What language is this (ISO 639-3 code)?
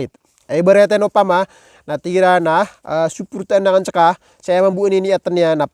mrw